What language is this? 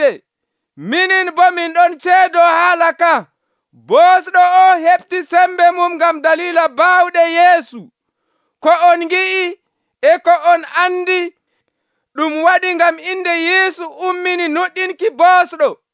Nigerian Fulfulde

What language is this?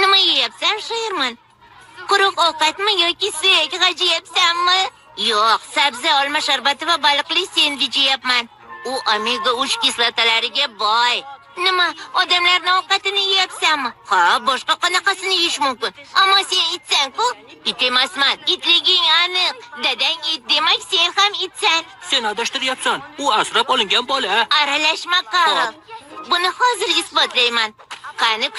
Uzbek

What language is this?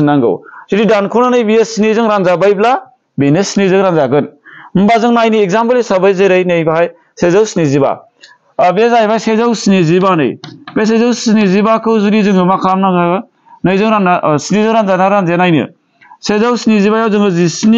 Bodo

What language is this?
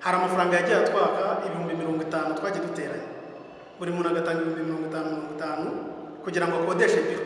Kinyarwanda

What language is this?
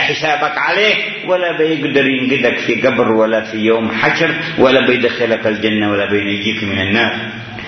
Arabic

